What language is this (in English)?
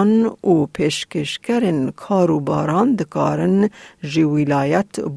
Kurdish